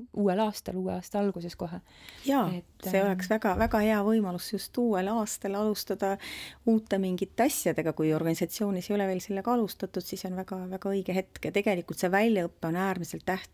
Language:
Estonian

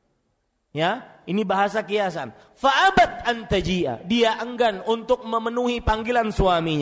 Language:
Indonesian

